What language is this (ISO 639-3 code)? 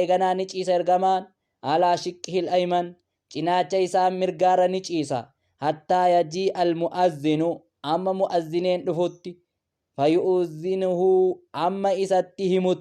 orm